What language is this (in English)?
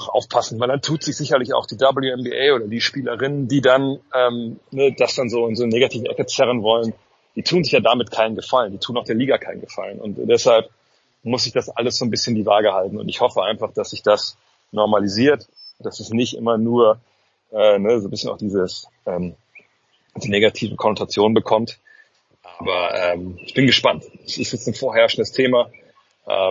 German